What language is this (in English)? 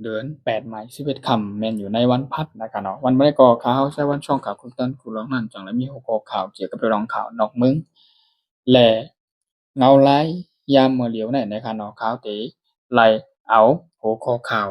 Shan